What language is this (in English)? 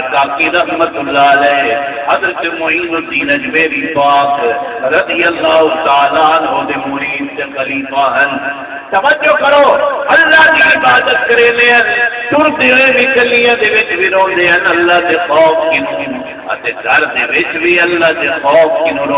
Saraiki